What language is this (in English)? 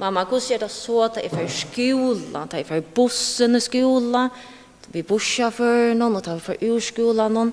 Faroese